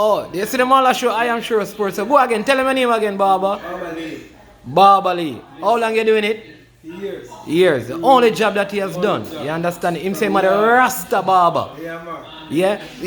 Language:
Jamaican Creole English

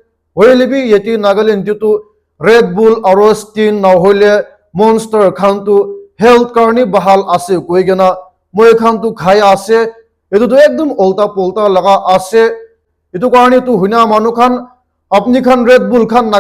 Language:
Naga Pidgin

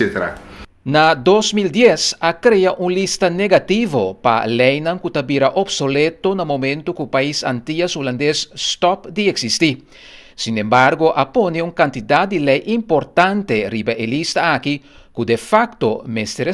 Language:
Papiamento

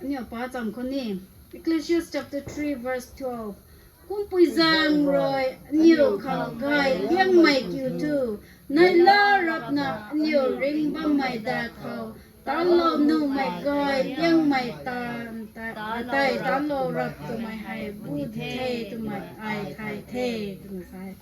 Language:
Rongmei Naga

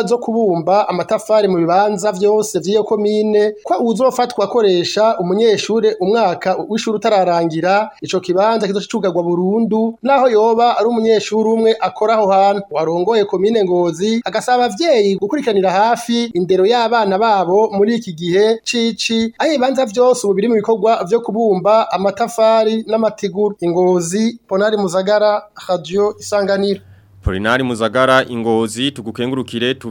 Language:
Rundi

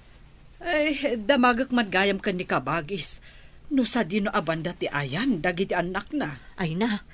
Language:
Iloko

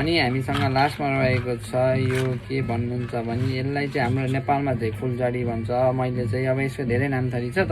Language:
Nepali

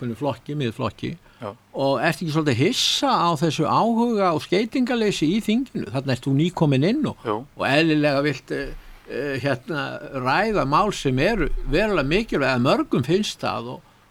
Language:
Icelandic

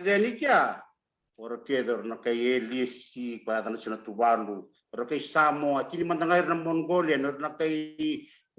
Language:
Fijian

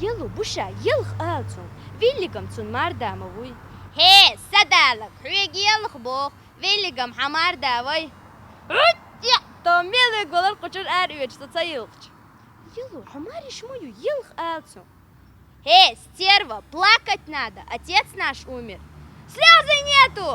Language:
Chechen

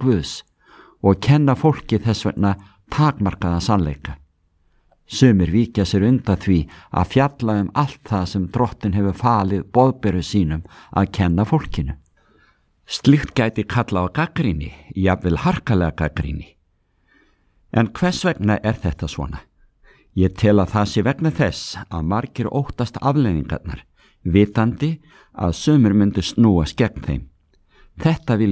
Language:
Icelandic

